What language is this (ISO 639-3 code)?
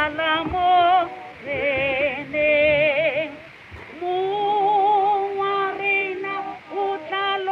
nso